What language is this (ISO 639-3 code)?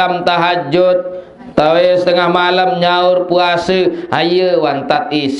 sas